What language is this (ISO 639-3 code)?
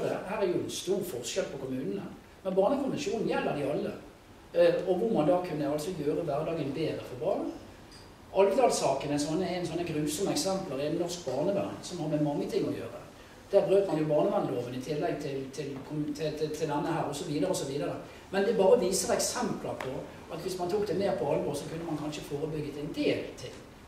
nor